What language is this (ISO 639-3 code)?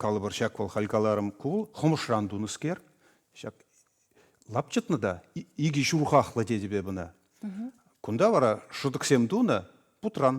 chv